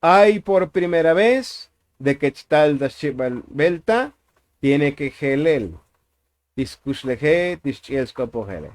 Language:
Tzotzil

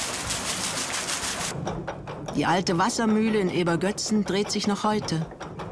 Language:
German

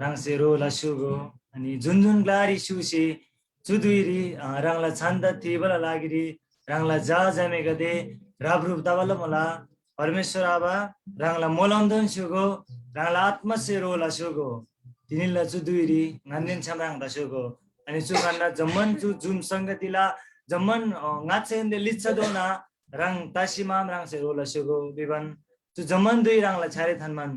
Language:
Eastern Tamang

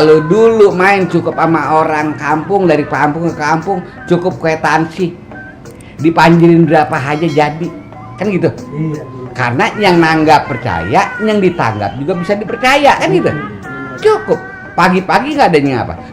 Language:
Betawi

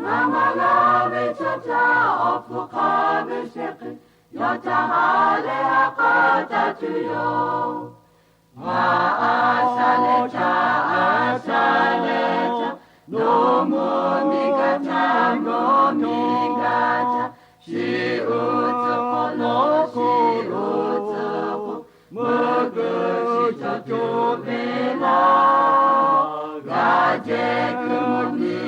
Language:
Lahu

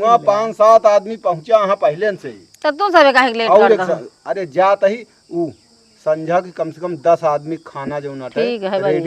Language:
Awadhi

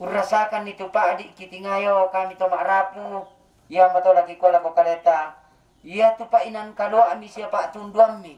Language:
Toraja-Sa'dan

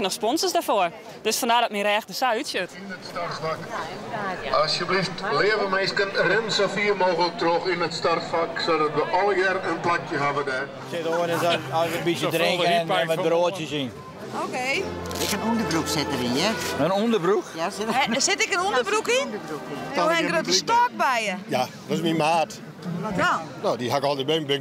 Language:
Western Frisian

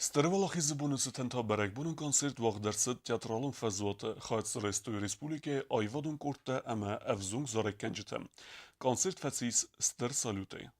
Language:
Ossetic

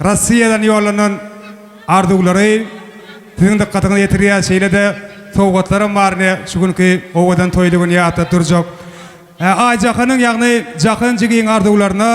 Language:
Turkmen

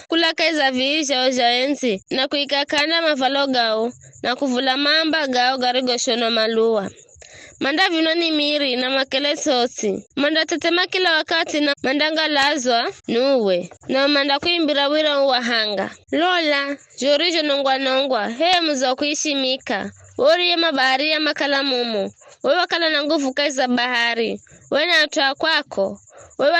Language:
Giryama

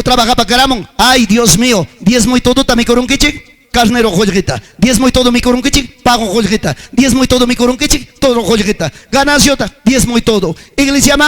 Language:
Ayacucho Quechua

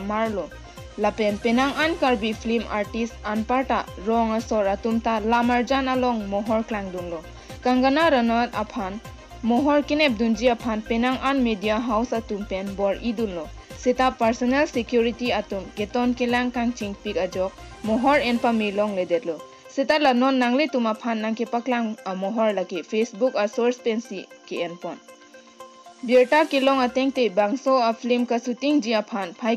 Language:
Karbi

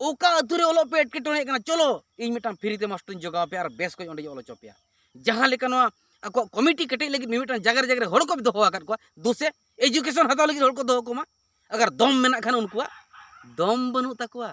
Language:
Santali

